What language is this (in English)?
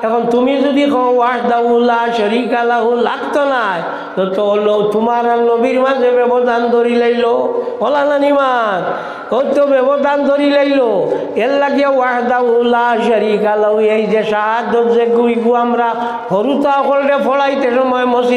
Sylheti